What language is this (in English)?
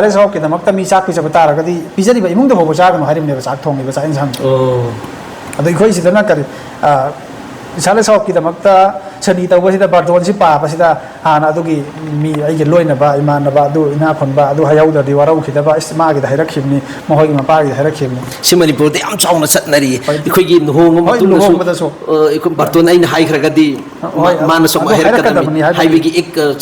Manipuri